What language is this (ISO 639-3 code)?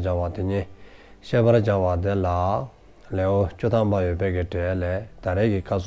dzo